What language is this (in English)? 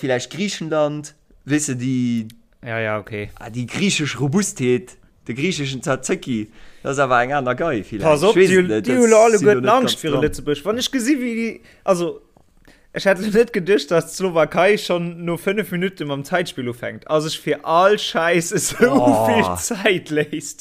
Luxembourgish